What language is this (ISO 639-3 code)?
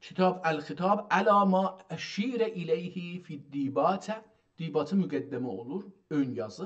azb